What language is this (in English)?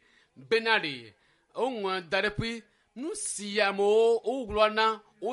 Ewe